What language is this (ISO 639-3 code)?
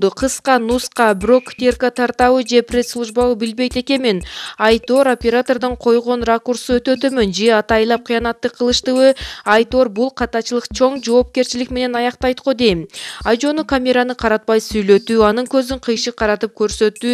kir